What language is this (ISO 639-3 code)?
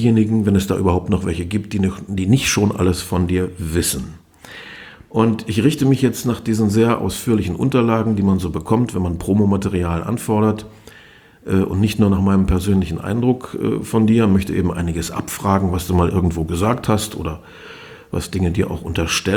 deu